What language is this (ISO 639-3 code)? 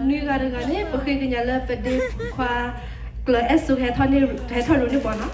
ksw